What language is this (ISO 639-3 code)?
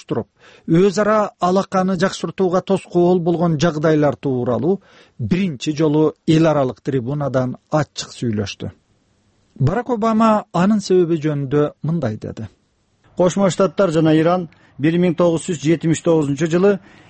kir